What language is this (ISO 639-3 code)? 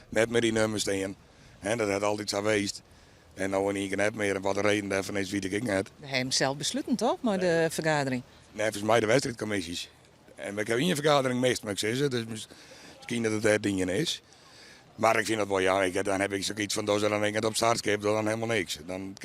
fry